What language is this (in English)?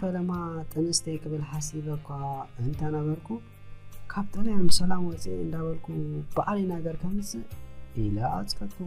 Tigrinya